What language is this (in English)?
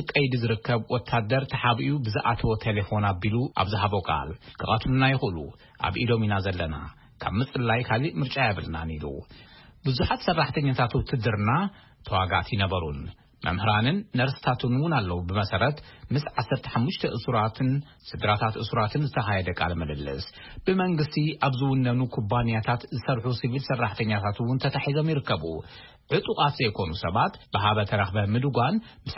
Tigrinya